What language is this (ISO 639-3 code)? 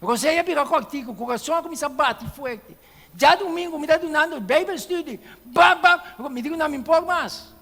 pap